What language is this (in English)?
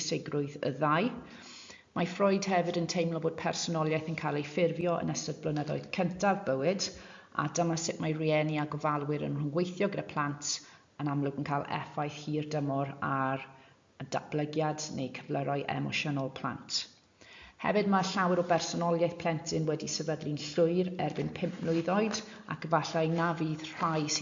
Welsh